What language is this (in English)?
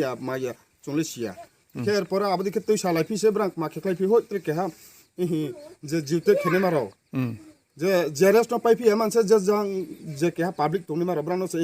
Riang (India)